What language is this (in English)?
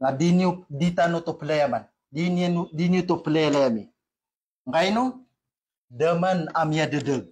Maranao